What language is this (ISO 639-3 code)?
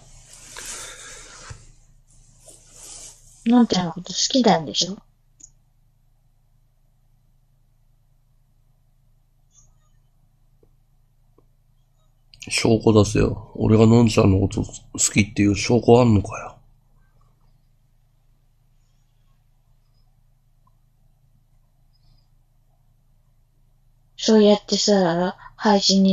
jpn